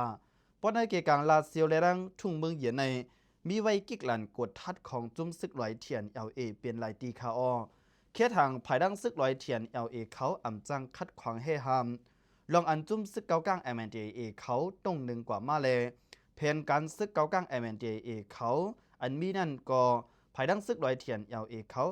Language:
Lao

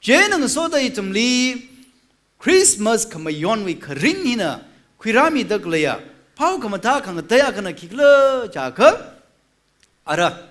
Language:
Tangkhul Naga (India)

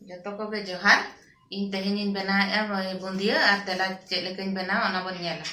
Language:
Santali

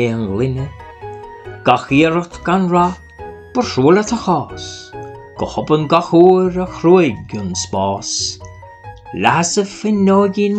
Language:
Irish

